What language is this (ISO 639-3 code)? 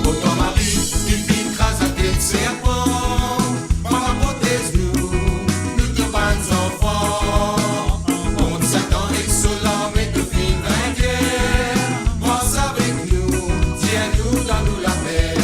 mfe